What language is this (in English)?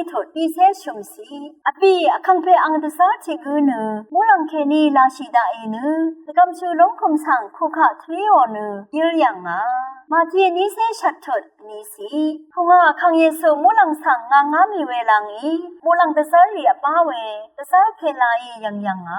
Rawang